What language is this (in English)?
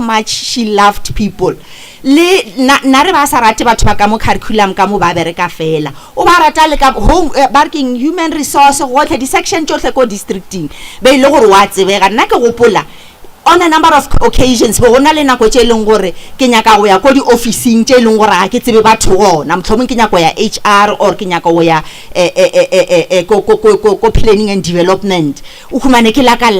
Northern Sotho